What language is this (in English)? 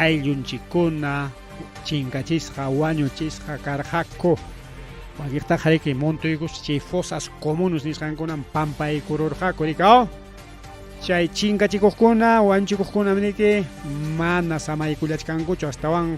Ayacucho Quechua